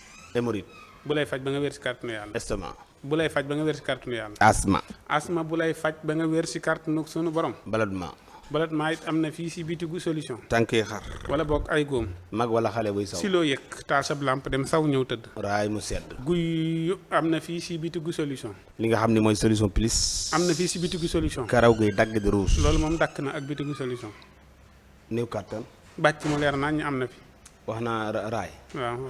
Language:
Wolof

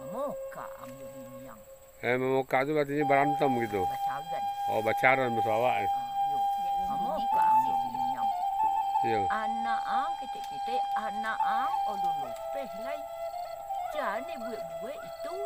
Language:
Minangkabau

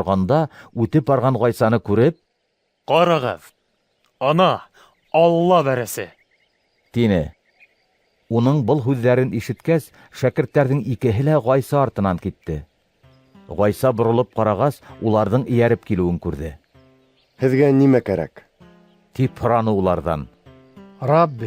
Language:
Bashkir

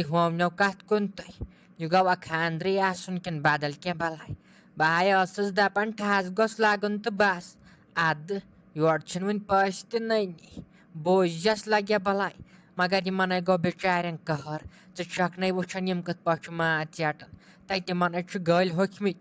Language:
Kashmiri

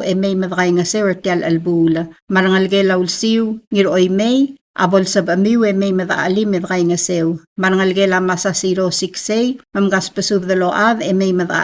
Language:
Palauan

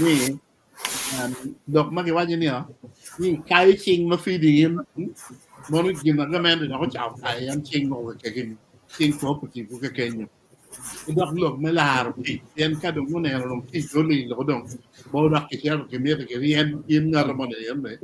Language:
Acoli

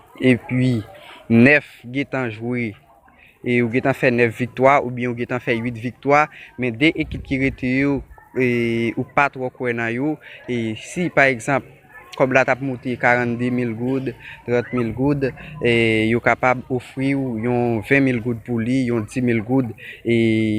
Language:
Haitian Creole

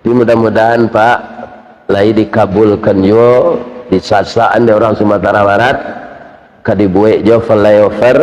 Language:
Minangkabau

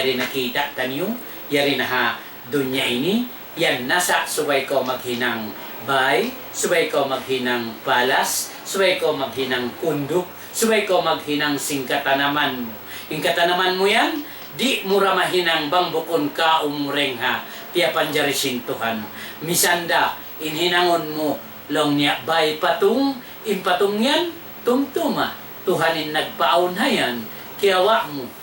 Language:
Tausug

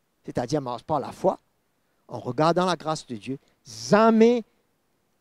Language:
Morisyen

